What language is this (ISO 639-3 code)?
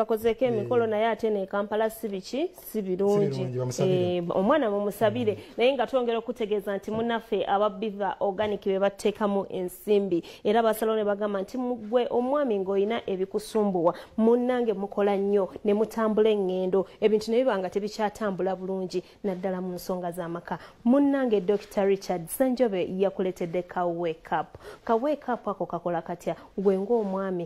lug